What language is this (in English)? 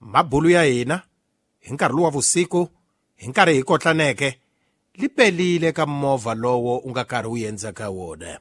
Tsonga